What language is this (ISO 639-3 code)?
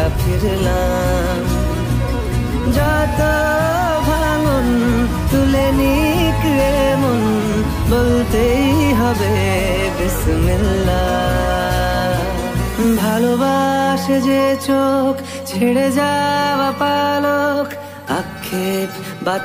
ben